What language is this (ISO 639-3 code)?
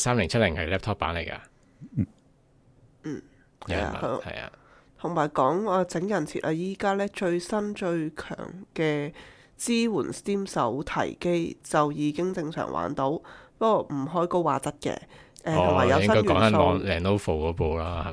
yue